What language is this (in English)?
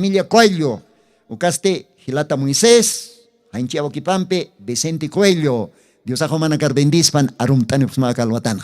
Aymara